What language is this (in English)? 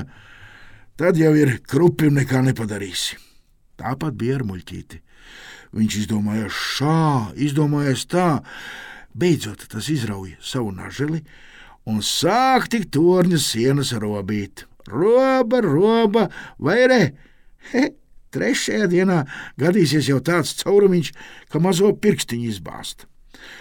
Latvian